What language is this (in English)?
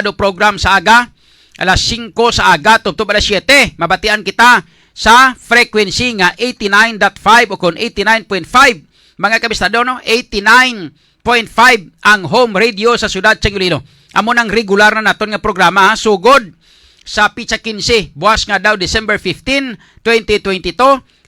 Hiligaynon